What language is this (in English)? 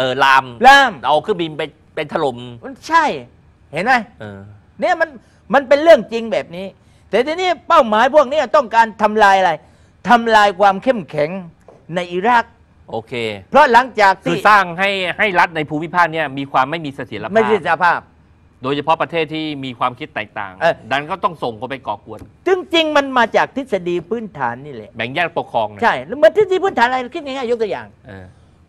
Thai